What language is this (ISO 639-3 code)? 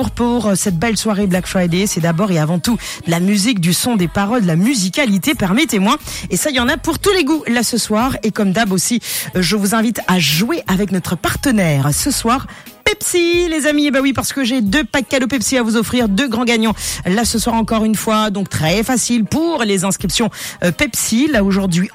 fra